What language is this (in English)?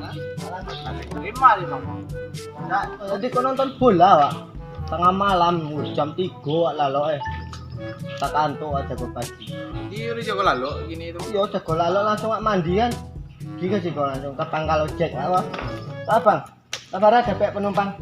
Minangkabau